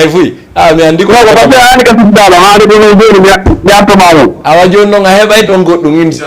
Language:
Fula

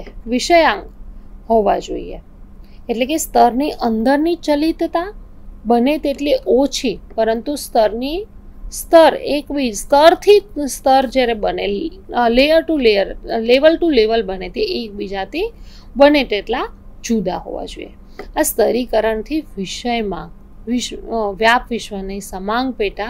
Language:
Gujarati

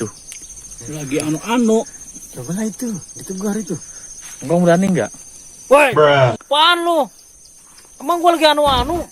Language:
Betawi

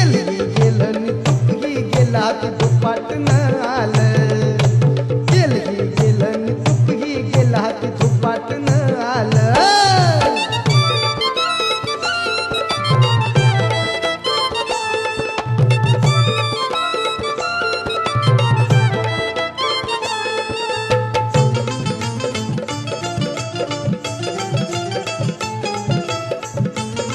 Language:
Marathi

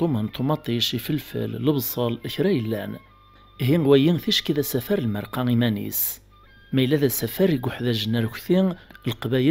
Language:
Kabyle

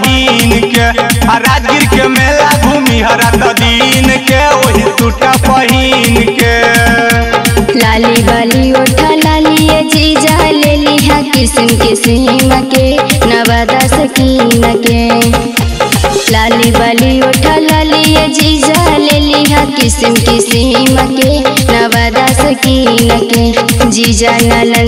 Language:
Magahi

